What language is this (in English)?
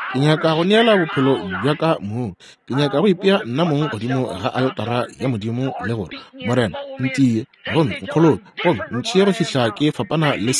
Northern Sotho